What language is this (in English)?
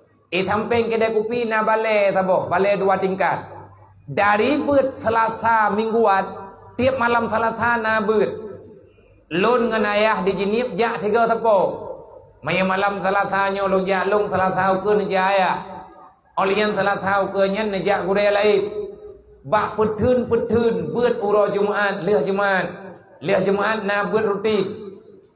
Achinese